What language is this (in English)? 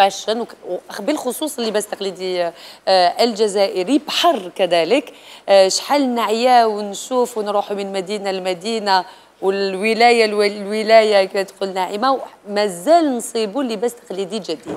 Algerian Arabic